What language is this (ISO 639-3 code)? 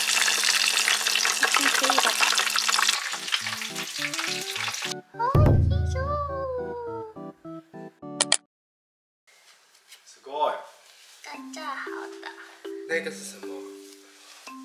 zho